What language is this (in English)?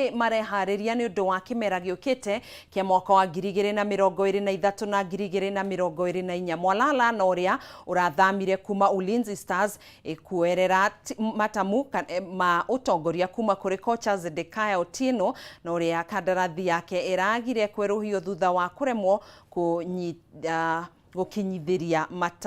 Kikuyu